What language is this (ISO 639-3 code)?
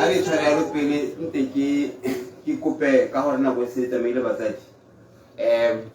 tsn